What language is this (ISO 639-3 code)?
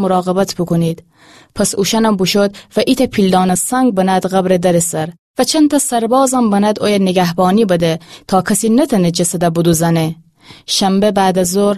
glk